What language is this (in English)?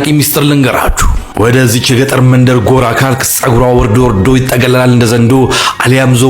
Amharic